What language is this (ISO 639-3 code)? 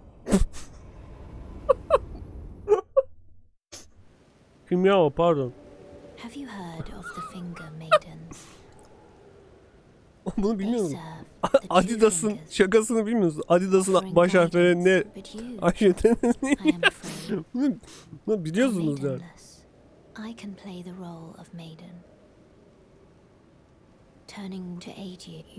tur